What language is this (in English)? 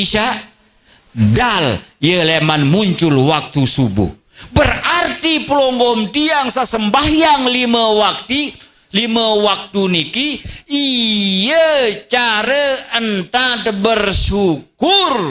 Sasak